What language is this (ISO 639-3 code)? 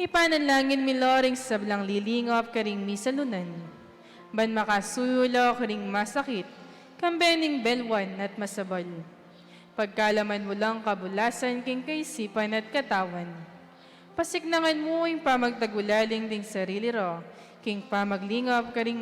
pam